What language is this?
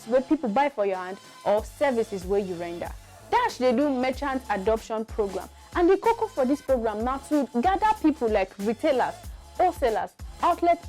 Nigerian Pidgin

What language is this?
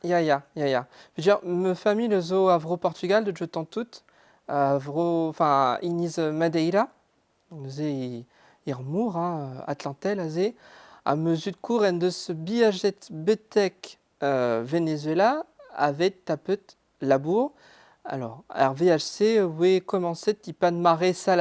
Breton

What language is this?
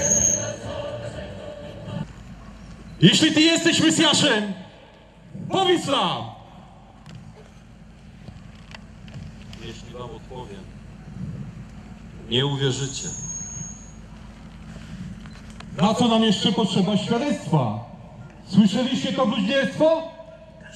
Polish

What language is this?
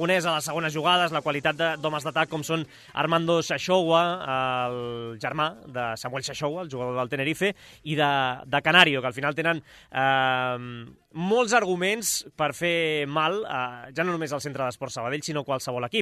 Catalan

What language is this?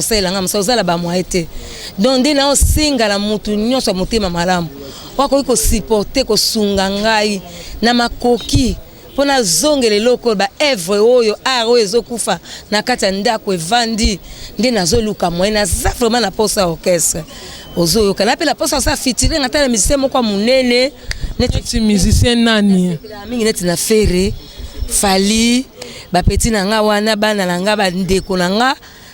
Lingala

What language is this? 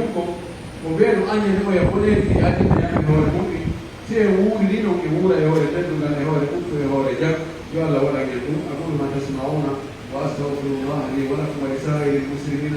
Pular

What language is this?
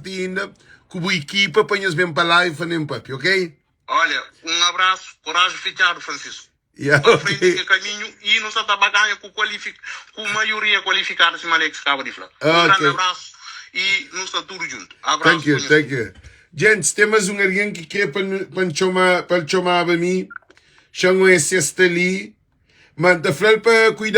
Kabuverdianu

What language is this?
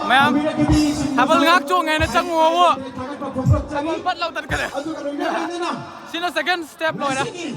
Manipuri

